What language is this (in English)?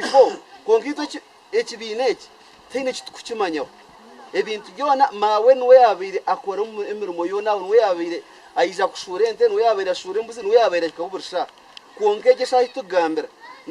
Nyankole